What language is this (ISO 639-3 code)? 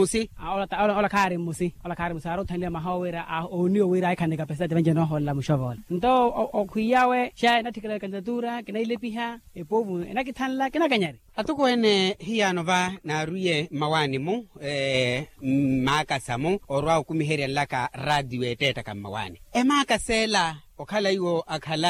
vmw